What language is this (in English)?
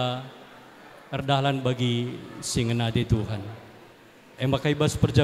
Batak Karo